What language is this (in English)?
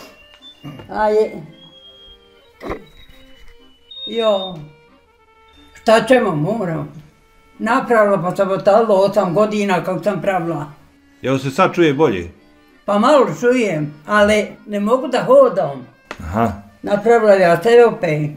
Bosnian